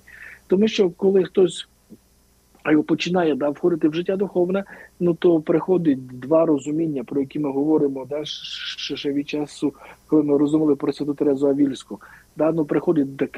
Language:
Ukrainian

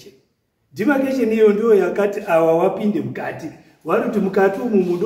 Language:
Shona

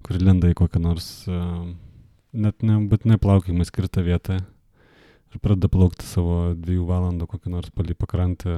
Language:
Lithuanian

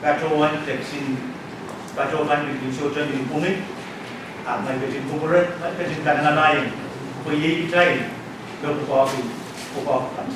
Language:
Pohnpeian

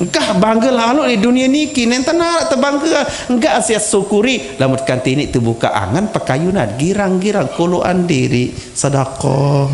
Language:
Sasak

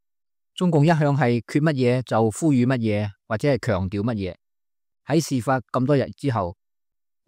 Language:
Cantonese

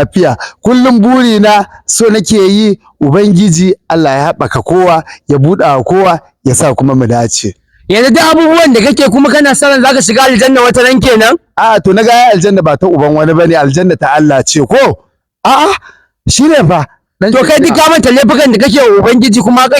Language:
Hausa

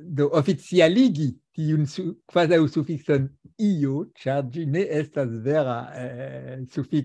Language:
Esperanto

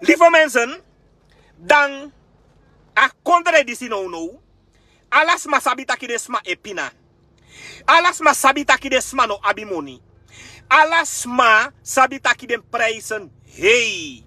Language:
Sranan Tongo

